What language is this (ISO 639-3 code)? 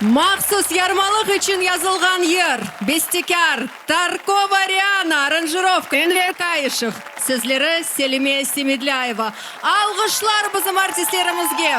crh